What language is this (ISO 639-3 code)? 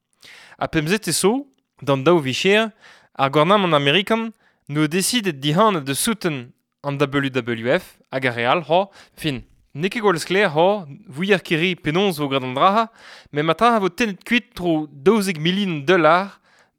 bre